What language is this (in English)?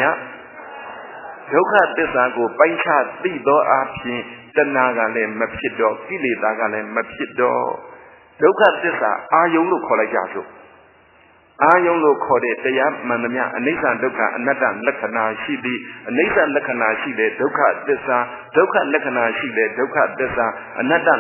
Burmese